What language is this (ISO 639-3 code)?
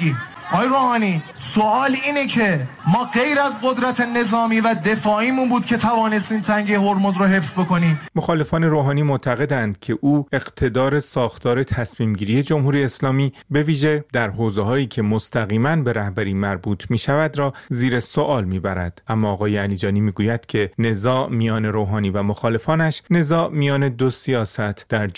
fas